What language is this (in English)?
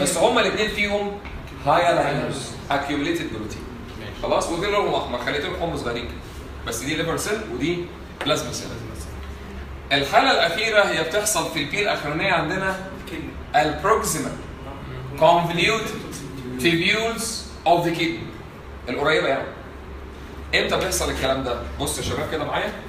Egyptian Arabic